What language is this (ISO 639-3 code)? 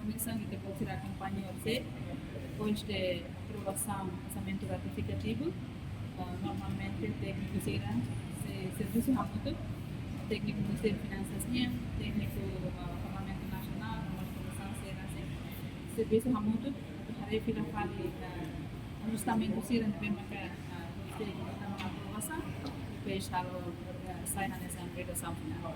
tet